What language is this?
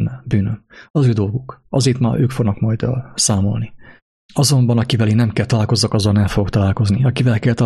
Hungarian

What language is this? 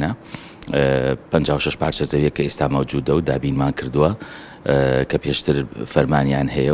Central Kurdish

